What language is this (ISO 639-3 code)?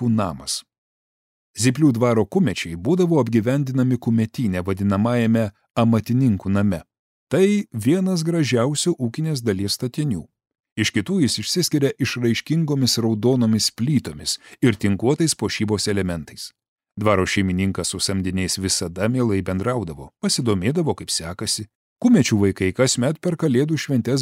lit